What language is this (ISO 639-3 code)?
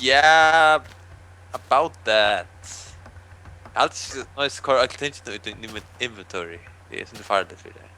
fao